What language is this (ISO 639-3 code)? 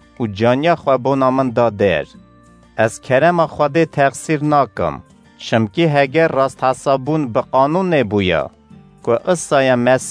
kur